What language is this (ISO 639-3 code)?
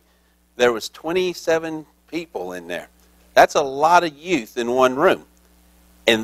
eng